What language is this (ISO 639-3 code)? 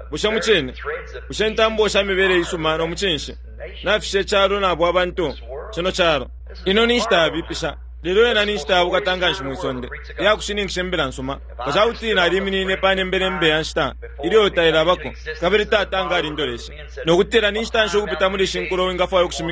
bem